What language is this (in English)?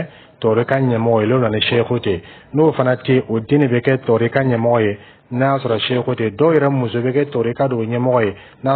Dyula